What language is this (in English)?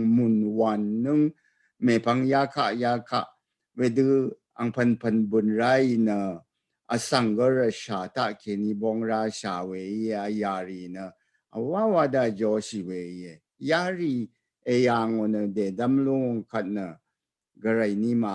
Rawang